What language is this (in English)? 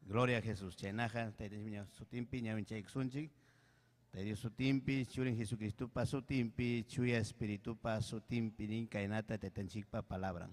Ayacucho Quechua